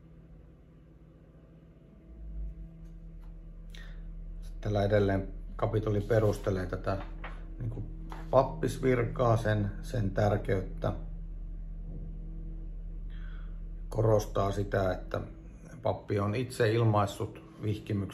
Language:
Finnish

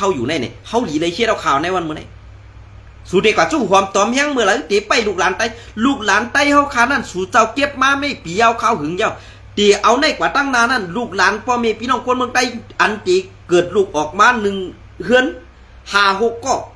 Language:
Shan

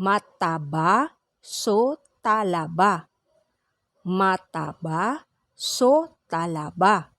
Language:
Pangasinan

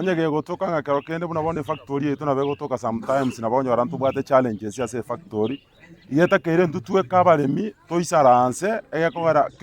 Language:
Gusii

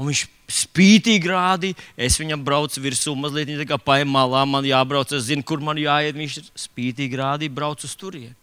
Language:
Latvian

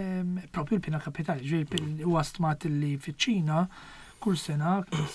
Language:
Maltese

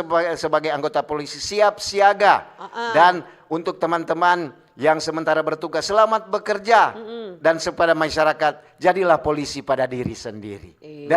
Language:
Manado Malay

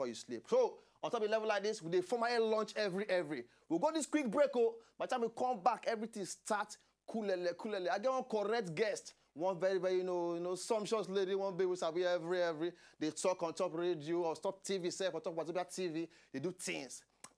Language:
Nigerian Pidgin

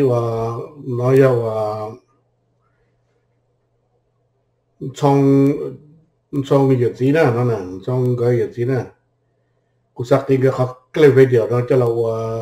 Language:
Vietnamese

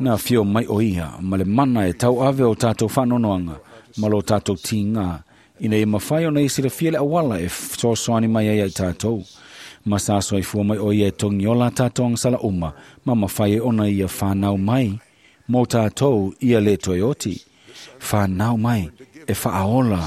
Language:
Samoan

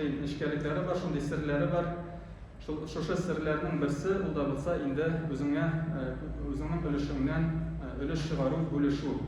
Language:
Tatar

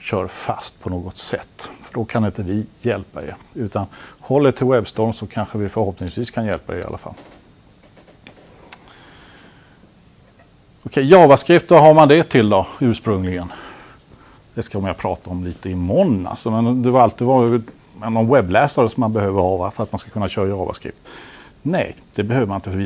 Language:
Swedish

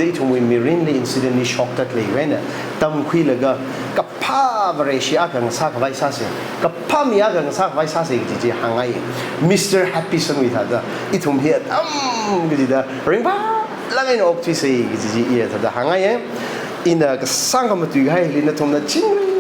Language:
Tangkhul Naga (India)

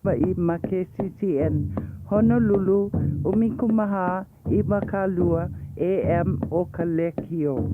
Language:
Hawaiian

